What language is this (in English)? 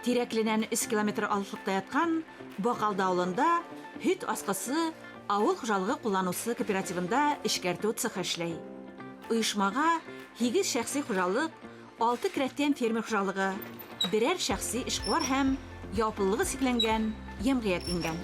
Bashkir